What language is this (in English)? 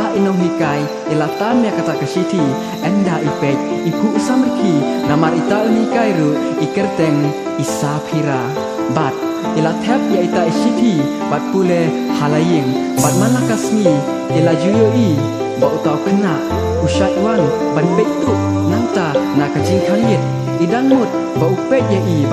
Khasi